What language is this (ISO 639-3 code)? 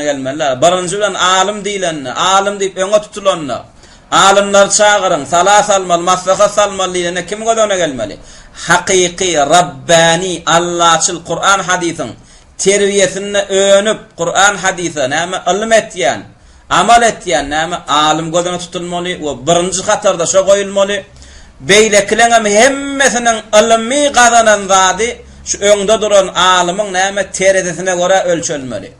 tuk